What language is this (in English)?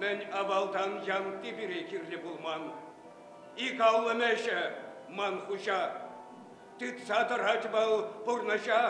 Chuvash